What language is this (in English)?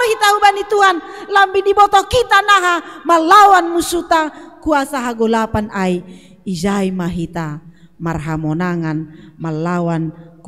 Batak Simalungun